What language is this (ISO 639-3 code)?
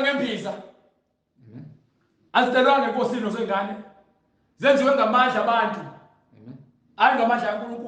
zul